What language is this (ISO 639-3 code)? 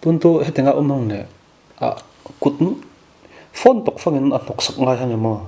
cfm